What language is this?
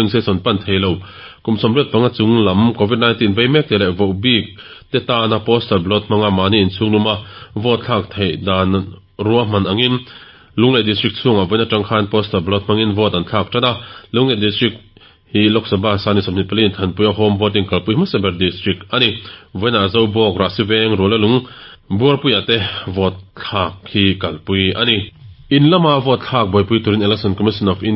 Mizo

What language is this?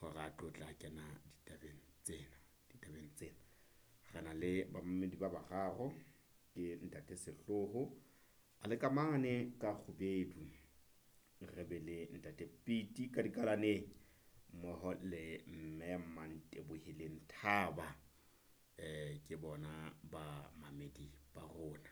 Southern Sotho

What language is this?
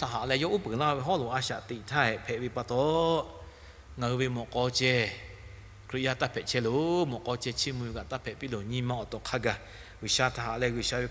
Lahu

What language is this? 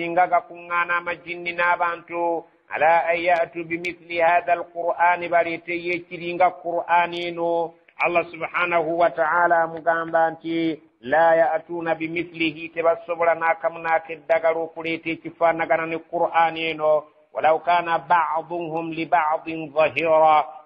Ganda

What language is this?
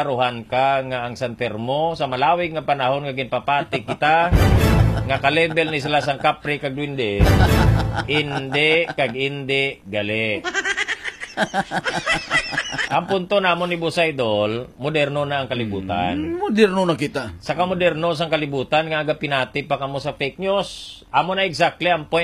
Hiligaynon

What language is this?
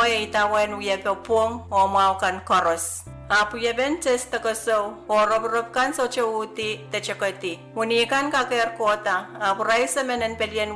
Pohnpeian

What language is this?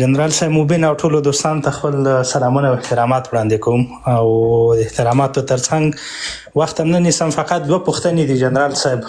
Pashto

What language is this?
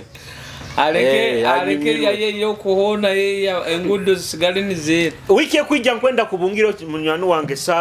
Nyoro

